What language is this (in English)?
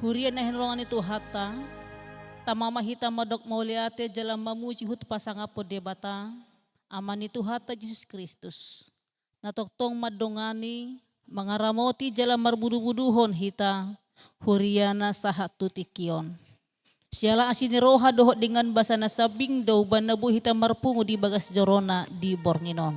Batak Toba